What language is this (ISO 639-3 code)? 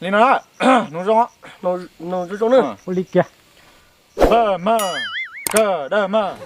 hmn